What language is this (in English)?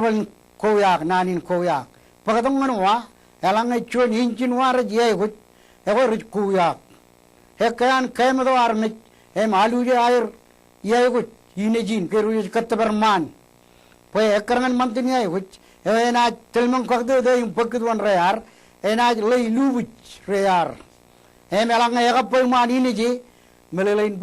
Marshallese